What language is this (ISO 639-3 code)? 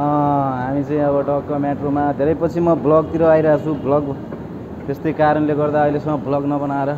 nep